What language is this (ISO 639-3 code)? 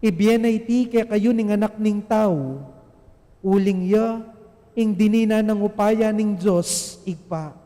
pam